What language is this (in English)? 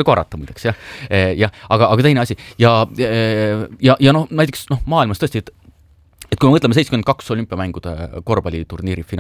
Estonian